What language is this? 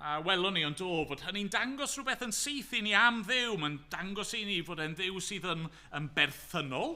Welsh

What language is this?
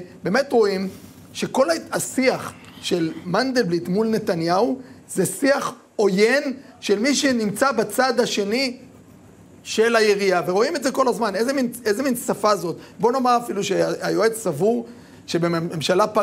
Hebrew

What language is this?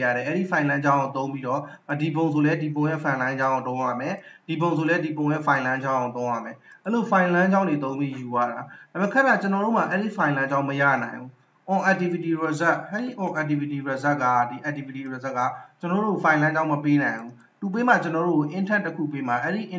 Burmese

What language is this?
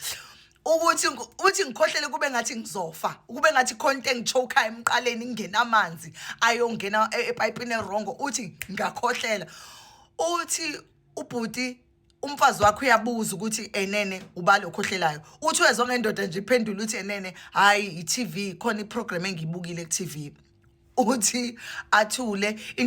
Zulu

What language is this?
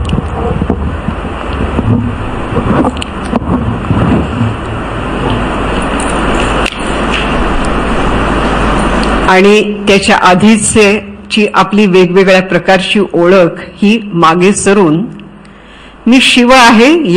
Marathi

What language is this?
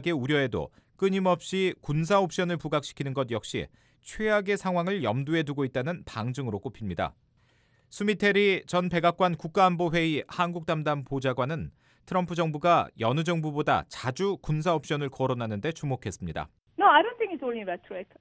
Korean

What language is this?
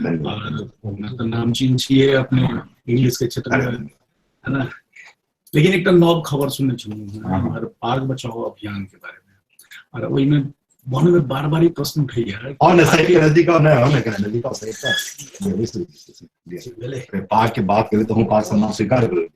Maithili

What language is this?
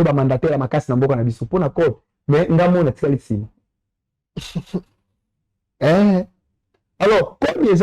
Lingala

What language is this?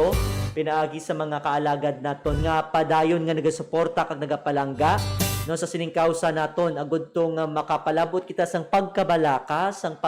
Hiligaynon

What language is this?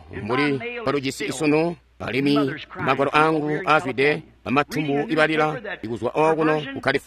Tonga (Zambia)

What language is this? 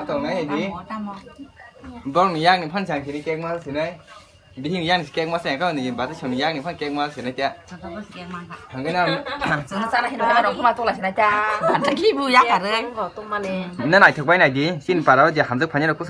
Kok Borok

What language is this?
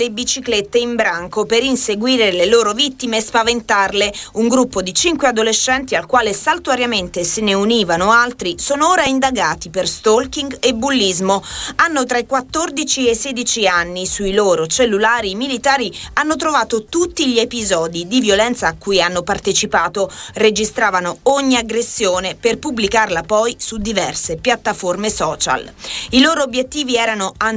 Italian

